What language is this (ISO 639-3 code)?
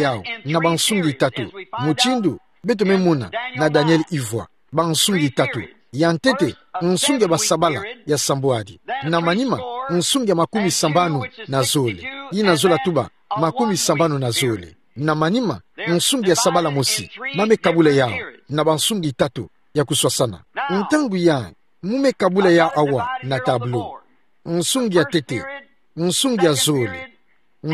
ktu